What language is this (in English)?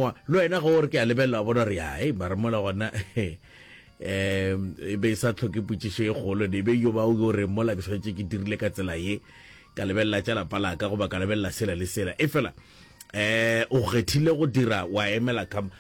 Northern Sotho